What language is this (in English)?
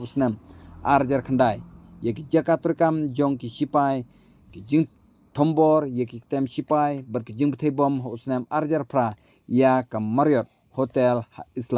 Khasi